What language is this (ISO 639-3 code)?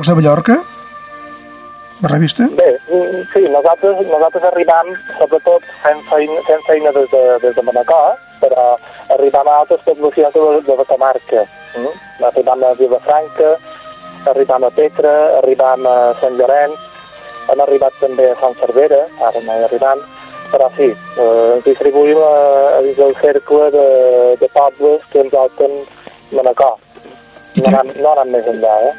cat